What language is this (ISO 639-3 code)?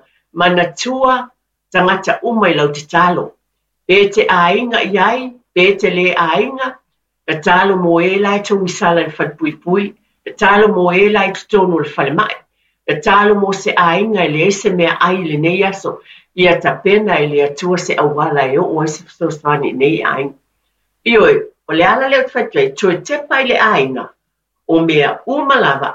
smo